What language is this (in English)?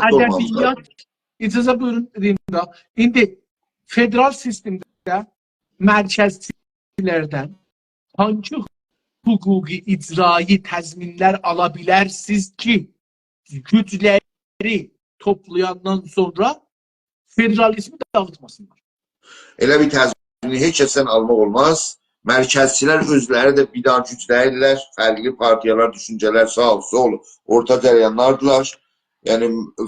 South Azerbaijani